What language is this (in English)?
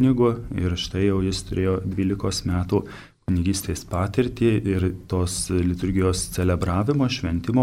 Lithuanian